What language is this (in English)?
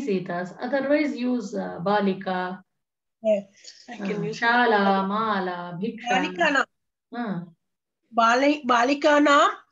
Sanskrit